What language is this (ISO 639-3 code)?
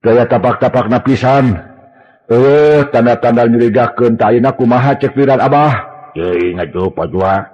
sun